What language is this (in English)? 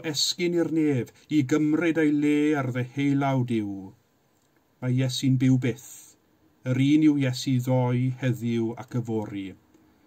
Welsh